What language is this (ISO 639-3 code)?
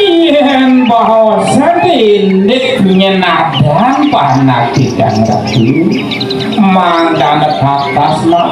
ban